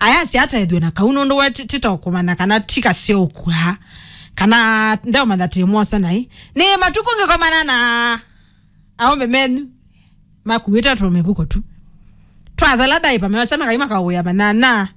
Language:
Kamba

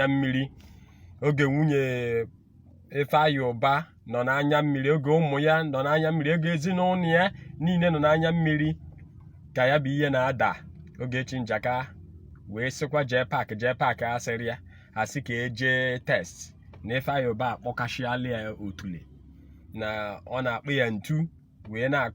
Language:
Igbo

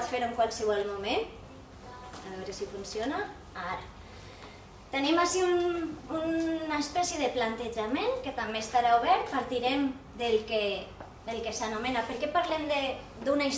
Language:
Catalan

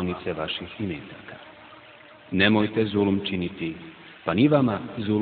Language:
Bosnian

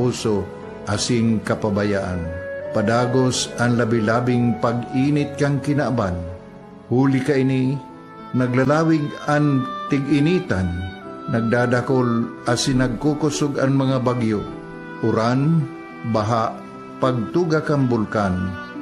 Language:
Bikol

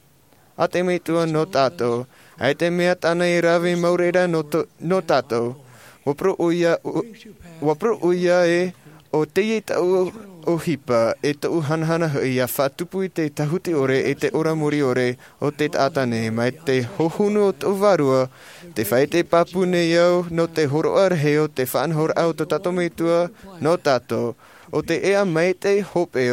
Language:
Tahitian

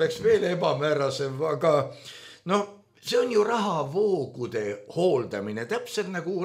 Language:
Estonian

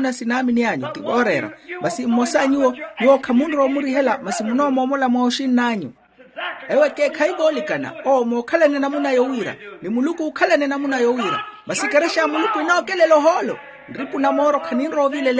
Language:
Makhuwa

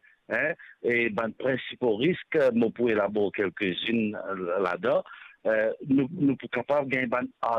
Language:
Morisyen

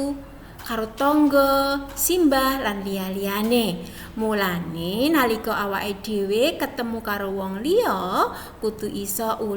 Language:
Javanese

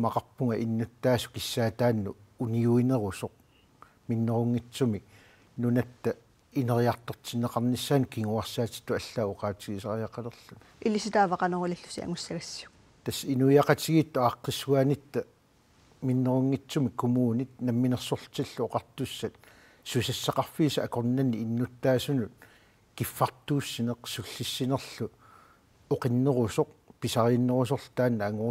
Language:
Kalaallisut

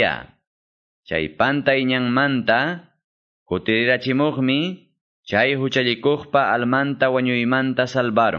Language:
Quechua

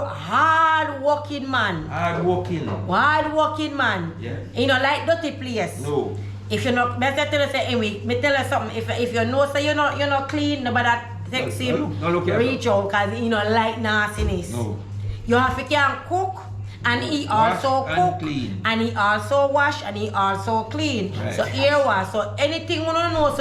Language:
Jamaican Creole English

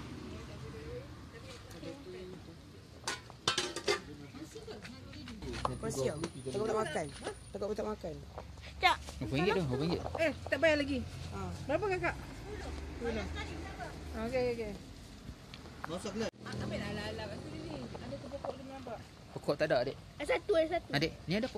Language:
Malay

